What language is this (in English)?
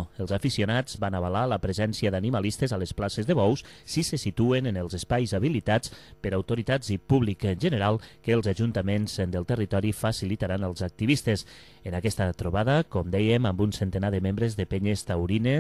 Catalan